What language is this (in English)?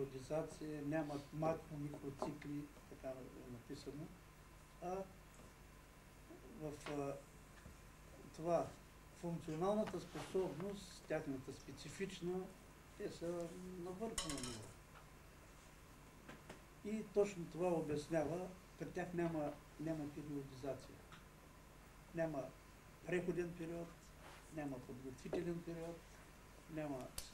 Bulgarian